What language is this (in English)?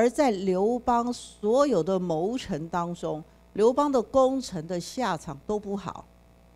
Chinese